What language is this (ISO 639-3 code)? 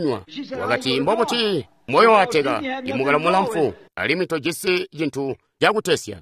toi